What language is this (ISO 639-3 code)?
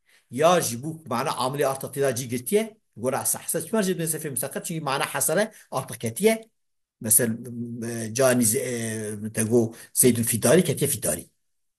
kur